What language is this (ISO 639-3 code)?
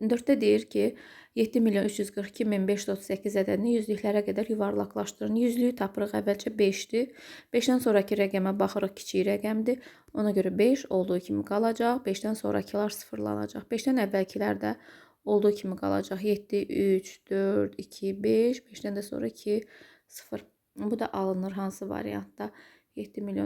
aze